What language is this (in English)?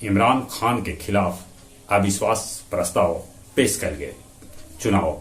Magahi